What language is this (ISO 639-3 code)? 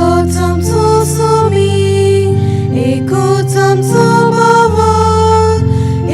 kok